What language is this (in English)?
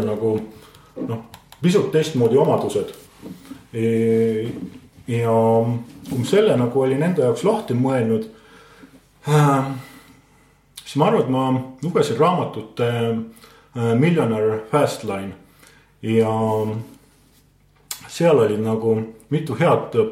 Estonian